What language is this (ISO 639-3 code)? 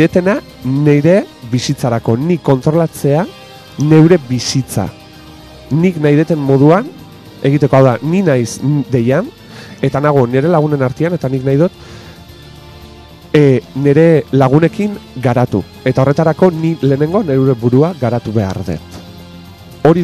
eus